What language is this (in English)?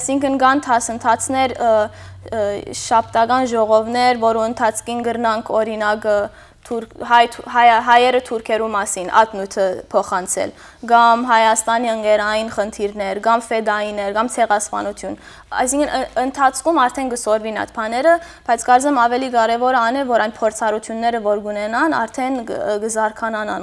Western Armenian